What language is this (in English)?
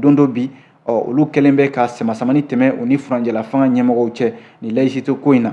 Bambara